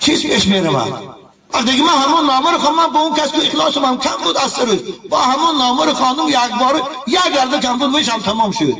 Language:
Tajik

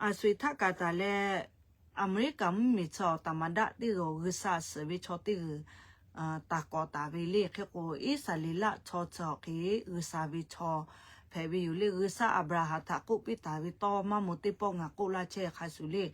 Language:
Lahu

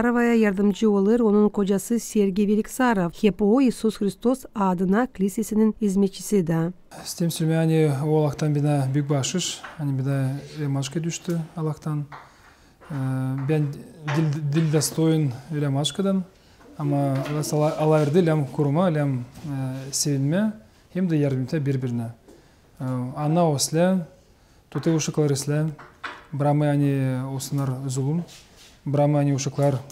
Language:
Gagauz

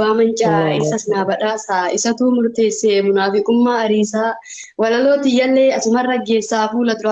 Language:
Oromo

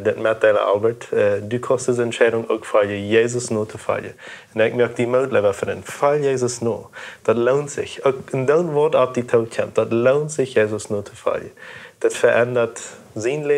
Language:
Plautdietsch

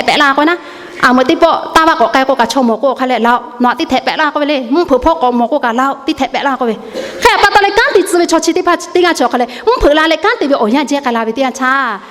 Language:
Lahu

